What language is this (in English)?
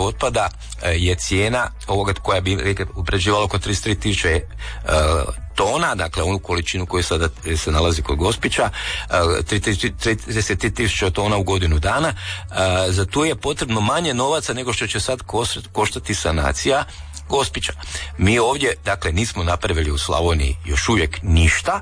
Croatian